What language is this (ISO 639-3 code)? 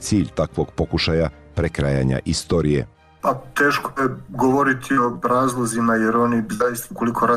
bos